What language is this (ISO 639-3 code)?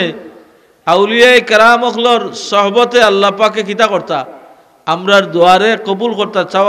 syl